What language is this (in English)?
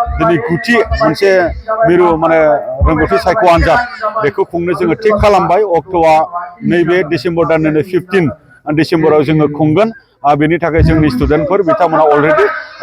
Bodo